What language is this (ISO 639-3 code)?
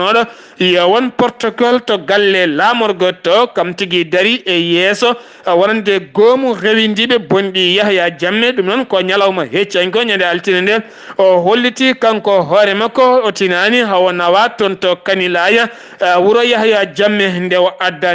ful